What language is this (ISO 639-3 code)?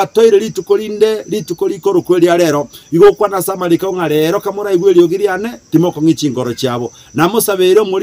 guz